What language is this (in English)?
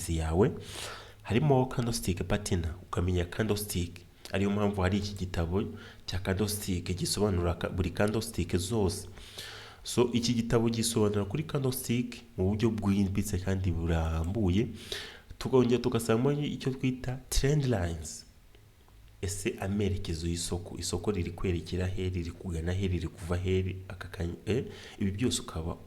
Kinyarwanda